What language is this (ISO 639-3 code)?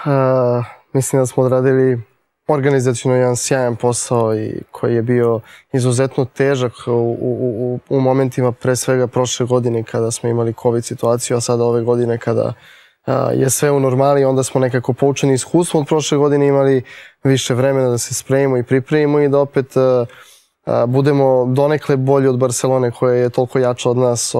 srp